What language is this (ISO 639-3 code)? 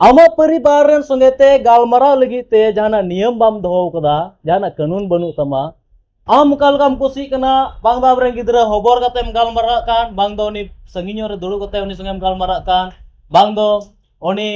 sat